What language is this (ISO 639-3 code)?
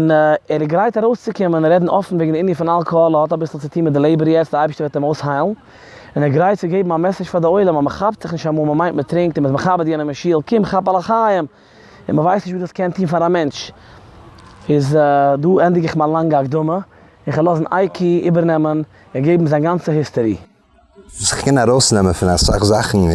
yid